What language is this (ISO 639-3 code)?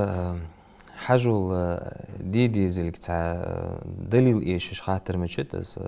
inh